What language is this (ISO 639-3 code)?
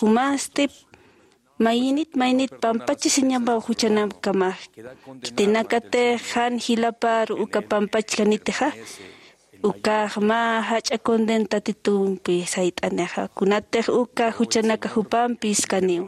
aym